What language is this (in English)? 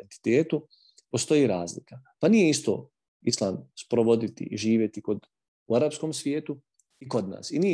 Bosnian